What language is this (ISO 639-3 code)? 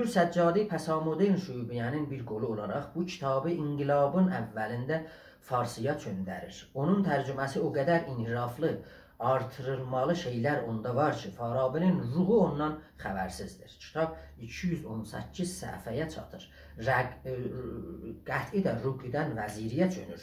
azb